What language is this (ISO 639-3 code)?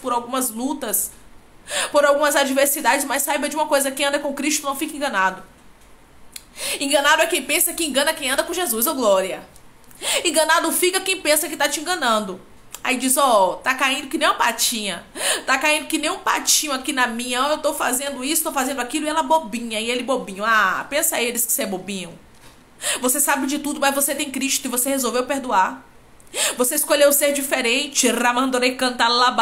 por